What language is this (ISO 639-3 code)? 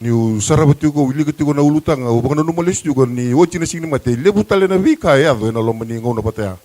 fij